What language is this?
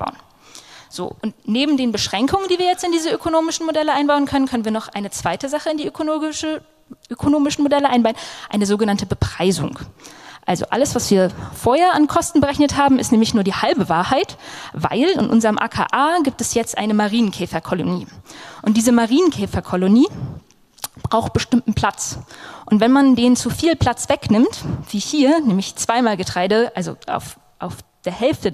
German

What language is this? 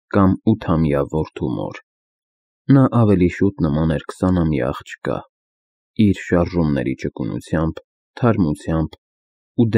Armenian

